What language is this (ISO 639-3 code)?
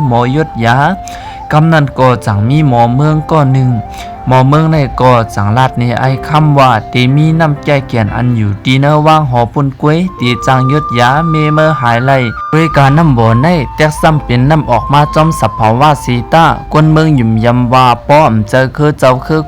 shn